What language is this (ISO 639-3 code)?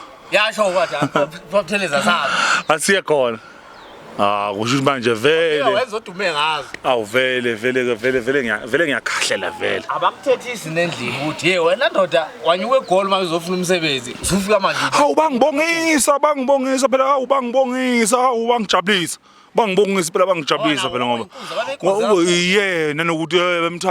zul